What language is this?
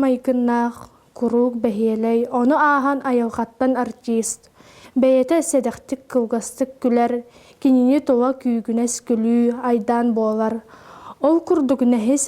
Yakut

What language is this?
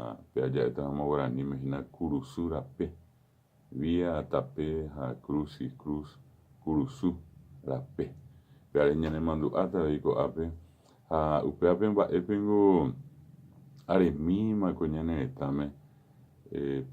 Guarani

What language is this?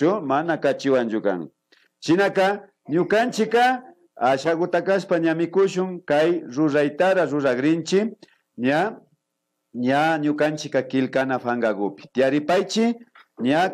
Imbabura Highland Quichua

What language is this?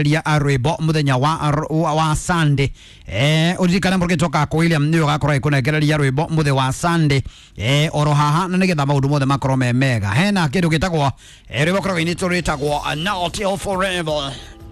Kikuyu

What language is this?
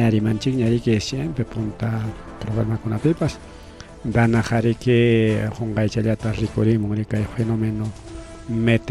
Ayacucho Quechua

